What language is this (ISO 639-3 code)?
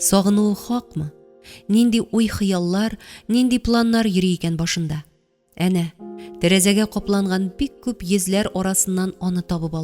tat